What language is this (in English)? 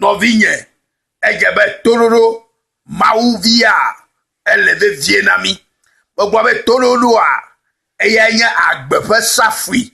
Ewe